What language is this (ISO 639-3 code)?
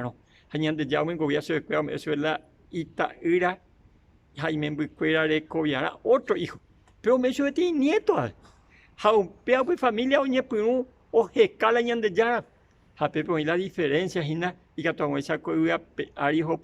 grn